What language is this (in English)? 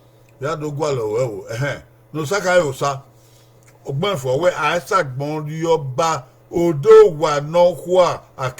Bini